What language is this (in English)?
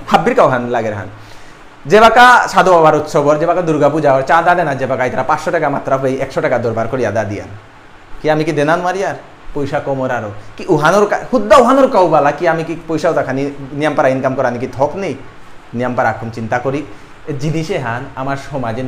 Bishnupriya